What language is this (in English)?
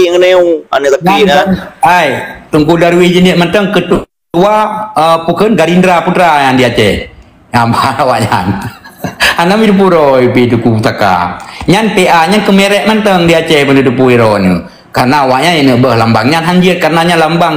Achinese